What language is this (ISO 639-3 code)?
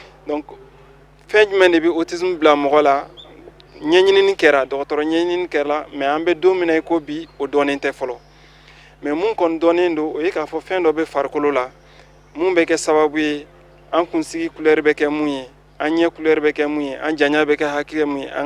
bam